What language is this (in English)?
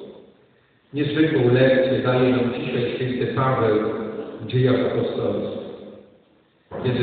Polish